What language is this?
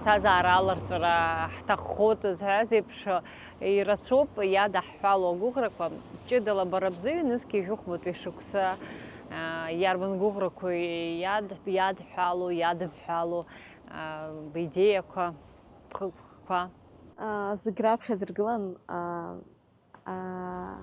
Abkhazian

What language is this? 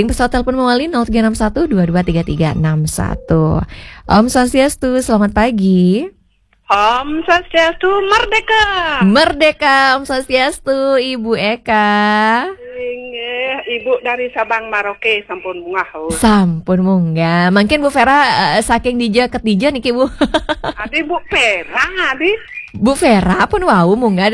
Balinese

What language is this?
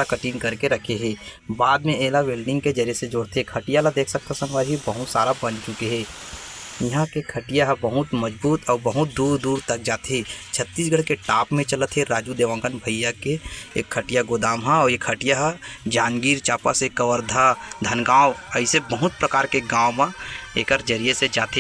Chhattisgarhi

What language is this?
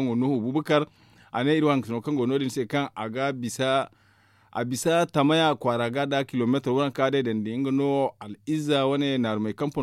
Zarma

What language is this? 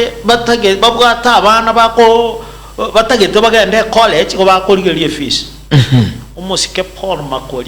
Gusii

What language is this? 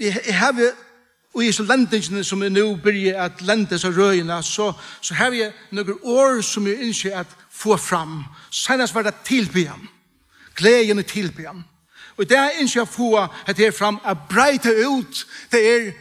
Faroese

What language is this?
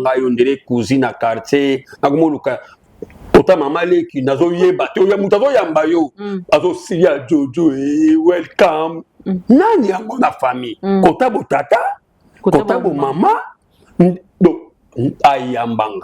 Lingala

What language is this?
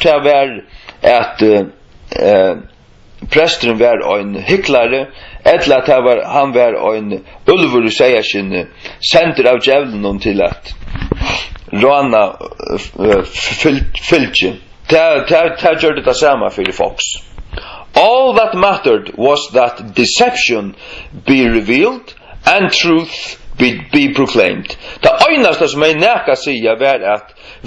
Faroese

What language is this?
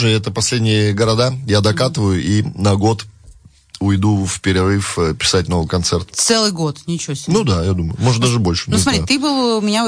Russian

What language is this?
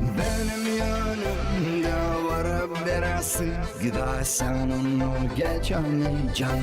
Gagauz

